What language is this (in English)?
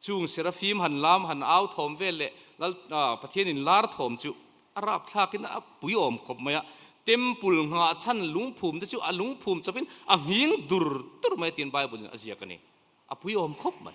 Mizo